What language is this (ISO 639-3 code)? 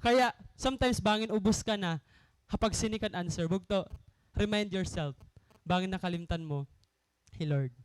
war